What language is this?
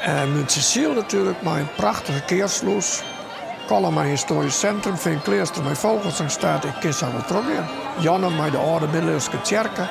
Western Frisian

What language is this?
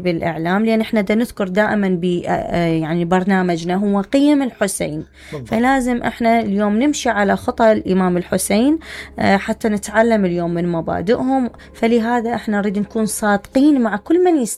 Mesopotamian Arabic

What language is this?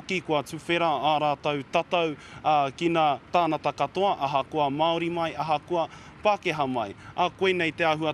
Māori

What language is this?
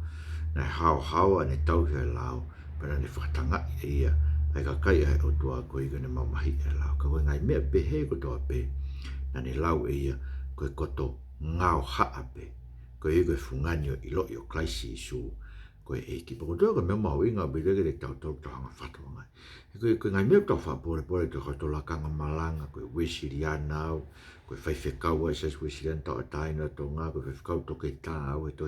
Tongan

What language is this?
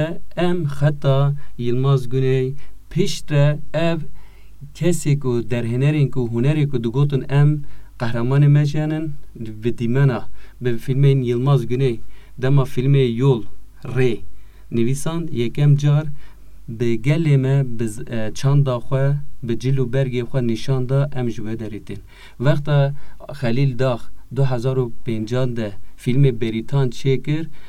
Kurdish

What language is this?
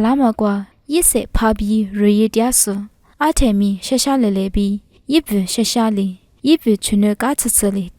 Lisu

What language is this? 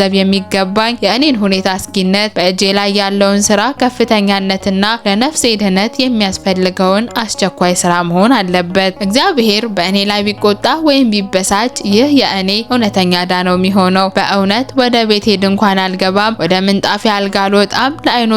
Amharic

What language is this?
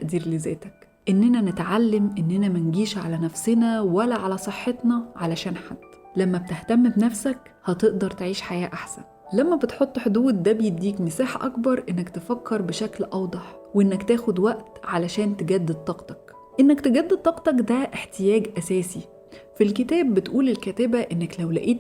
Egyptian Arabic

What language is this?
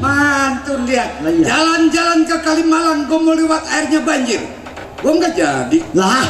Betawi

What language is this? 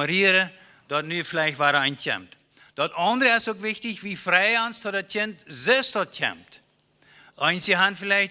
Plautdietsch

